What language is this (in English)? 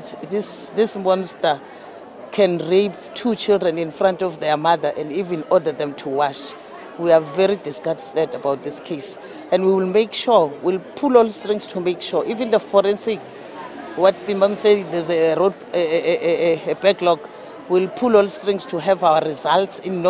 Tsonga